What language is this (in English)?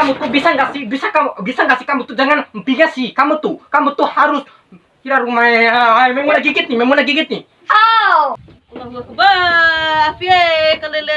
Bima